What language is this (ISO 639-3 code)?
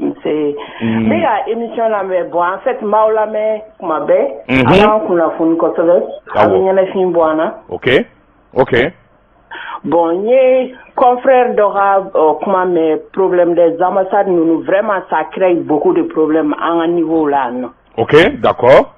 bam